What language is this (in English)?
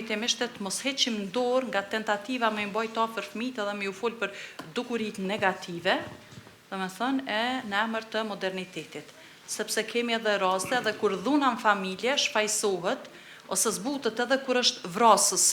Albanian